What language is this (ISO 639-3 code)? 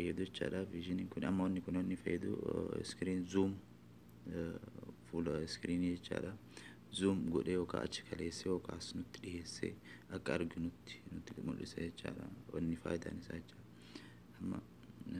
orm